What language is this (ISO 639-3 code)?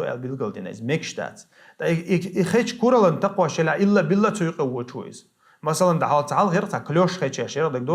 che